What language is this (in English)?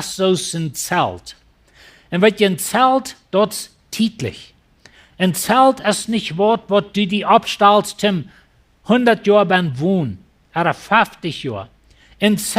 Plautdietsch